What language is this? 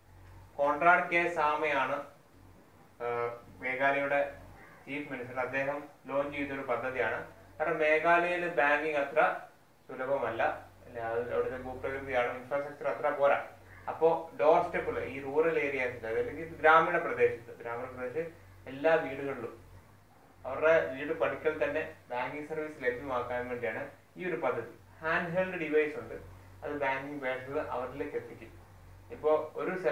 Malayalam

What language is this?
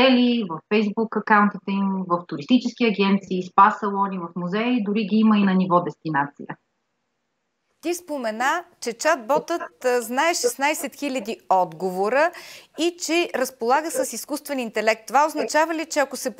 Bulgarian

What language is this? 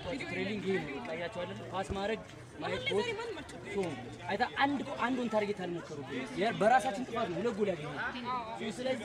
Amharic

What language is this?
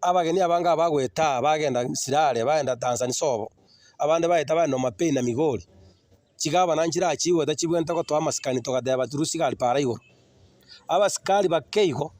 Gusii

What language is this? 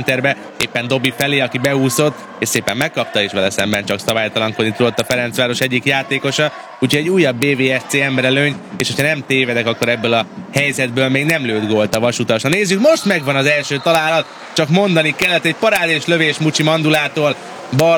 Hungarian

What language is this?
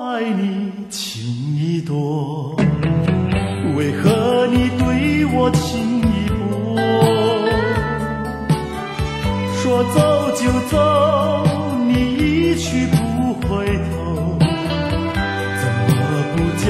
Chinese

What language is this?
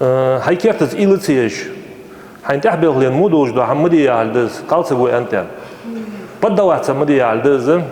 Ingush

